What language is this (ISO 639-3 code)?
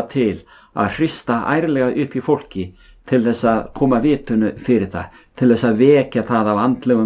isl